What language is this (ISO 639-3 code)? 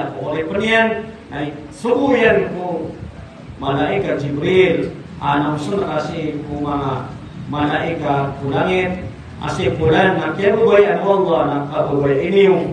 mrw